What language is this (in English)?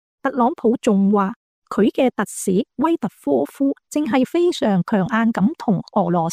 Cantonese